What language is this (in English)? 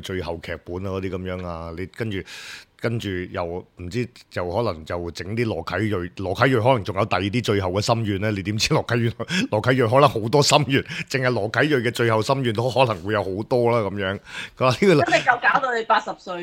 Cantonese